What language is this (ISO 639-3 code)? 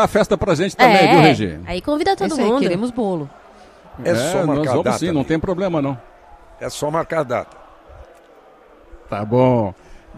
por